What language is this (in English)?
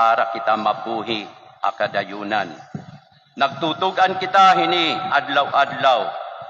Waray